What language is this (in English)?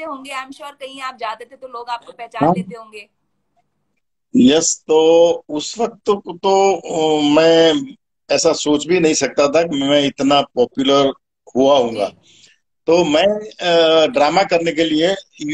Hindi